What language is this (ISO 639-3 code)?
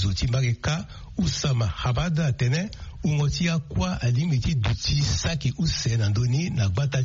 sag